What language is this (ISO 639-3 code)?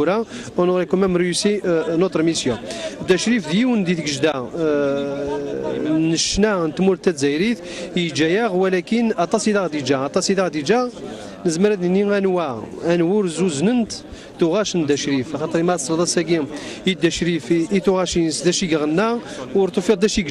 kab